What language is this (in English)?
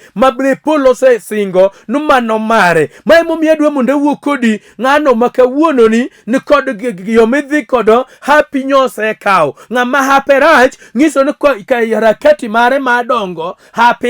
Luo (Kenya and Tanzania)